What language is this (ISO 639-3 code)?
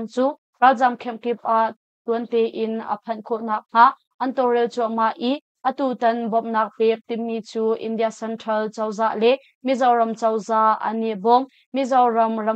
cnh